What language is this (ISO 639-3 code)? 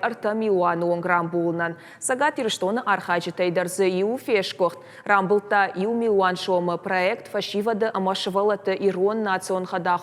oss